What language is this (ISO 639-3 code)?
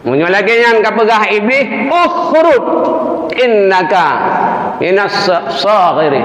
ace